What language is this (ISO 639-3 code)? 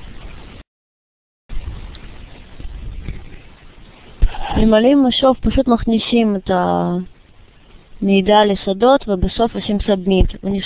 heb